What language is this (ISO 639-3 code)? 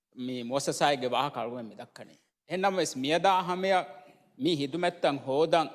div